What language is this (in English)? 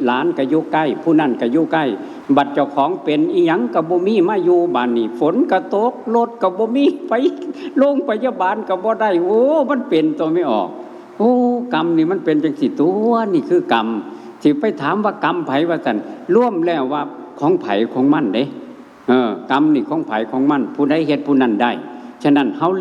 Northeastern Thai